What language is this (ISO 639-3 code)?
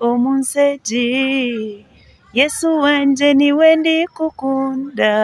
nyn